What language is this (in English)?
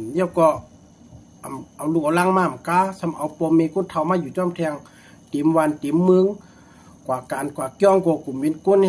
Shan